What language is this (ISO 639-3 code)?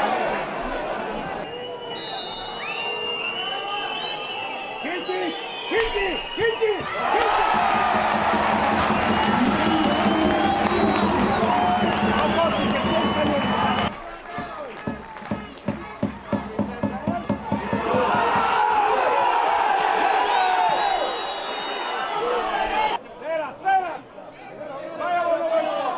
slk